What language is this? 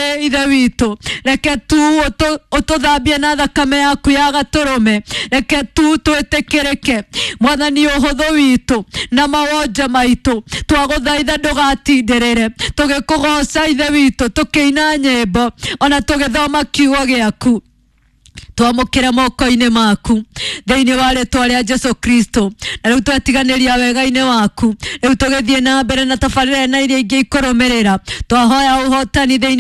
Kikuyu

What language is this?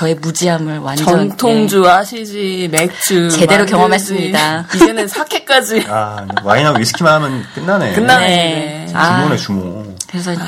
Korean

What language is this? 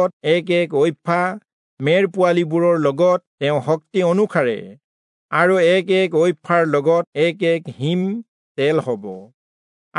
Assamese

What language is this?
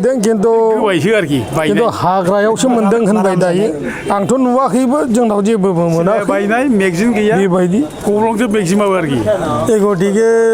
Bodo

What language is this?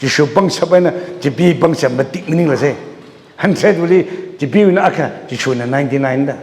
Tangkhul Naga (India)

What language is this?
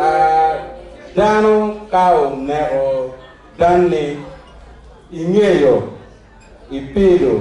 Acoli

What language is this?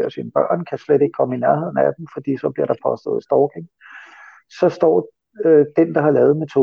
Danish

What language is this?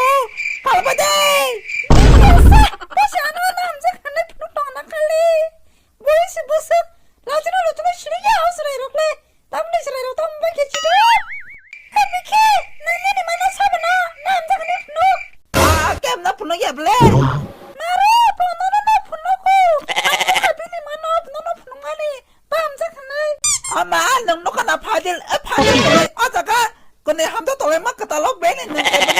Kok Borok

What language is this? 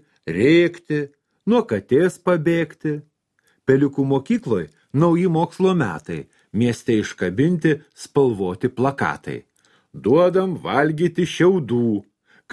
Lithuanian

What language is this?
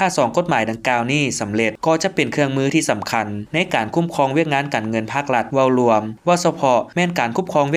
Lao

